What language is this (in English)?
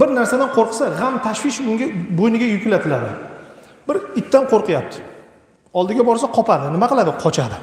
Uzbek